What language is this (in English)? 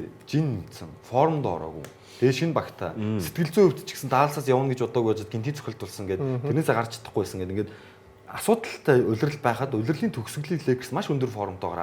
Mongolian